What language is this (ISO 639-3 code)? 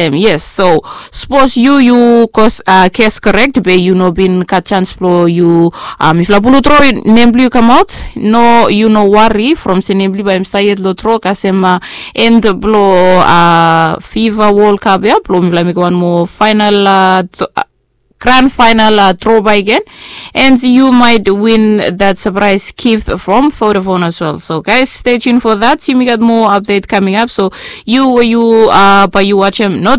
bis